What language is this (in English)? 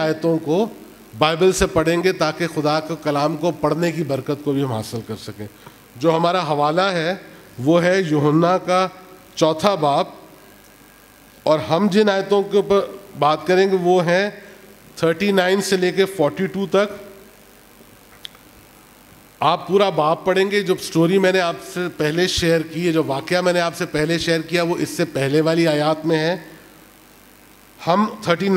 Urdu